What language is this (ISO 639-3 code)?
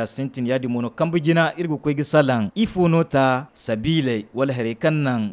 dje